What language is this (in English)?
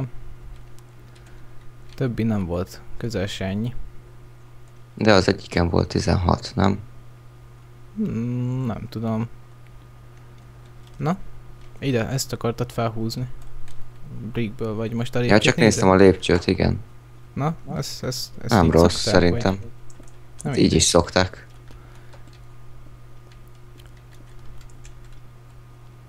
Hungarian